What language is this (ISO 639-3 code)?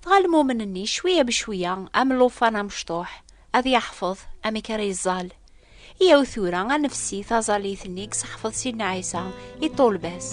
kab